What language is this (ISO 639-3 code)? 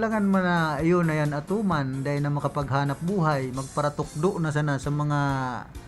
bik